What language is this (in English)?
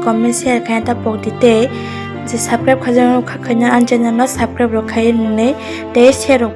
Kok Borok